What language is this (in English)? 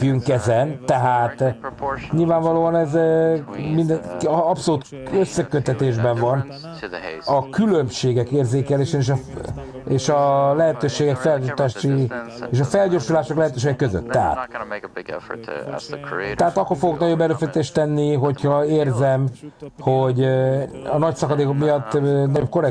Hungarian